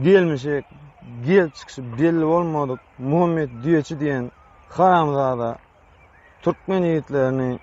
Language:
Turkmen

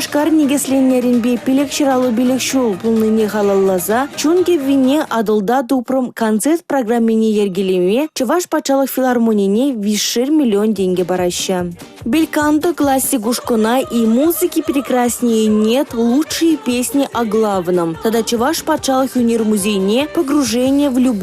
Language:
Chuvash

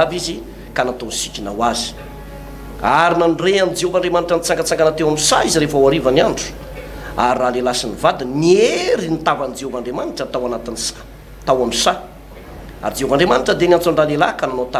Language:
Malagasy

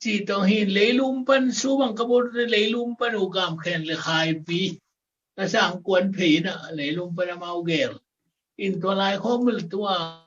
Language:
Tedim Chin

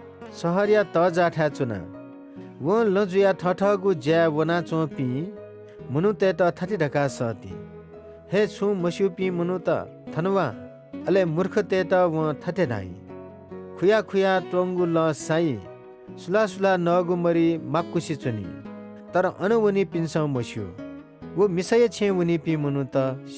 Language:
Newari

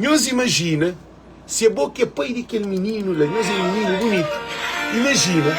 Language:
Kabuverdianu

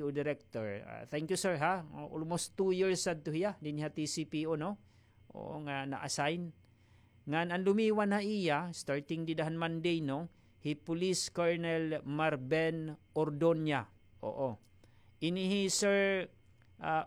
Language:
Waray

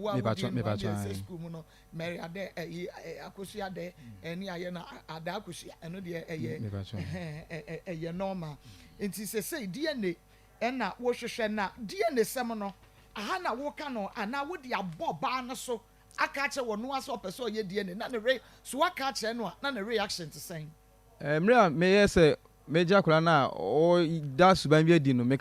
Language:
Akan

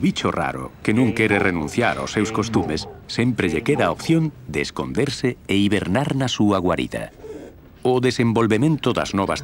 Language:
Galician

